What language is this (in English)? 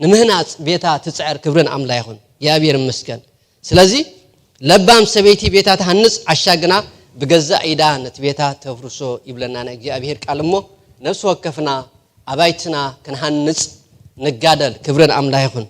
Tigrinya